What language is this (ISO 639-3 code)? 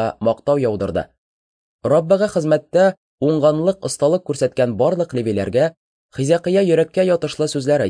tat